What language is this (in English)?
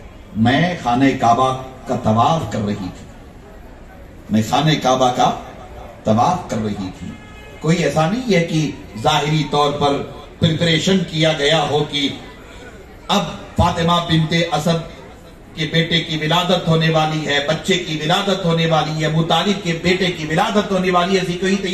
Urdu